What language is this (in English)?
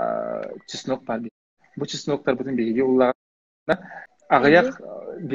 Yakut